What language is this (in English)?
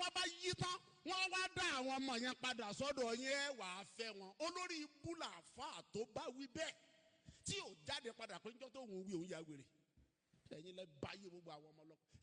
Yoruba